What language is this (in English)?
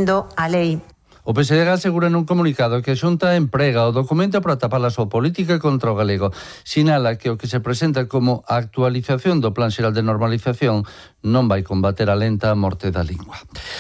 Galician